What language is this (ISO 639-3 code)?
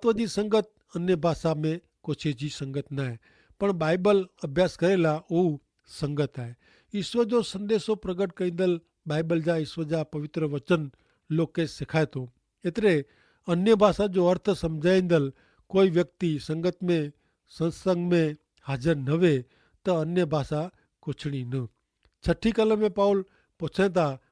kfr